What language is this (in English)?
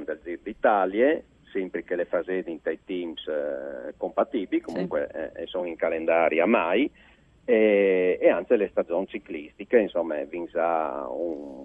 Friulian